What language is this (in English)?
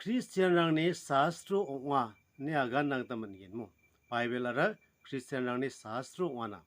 Garo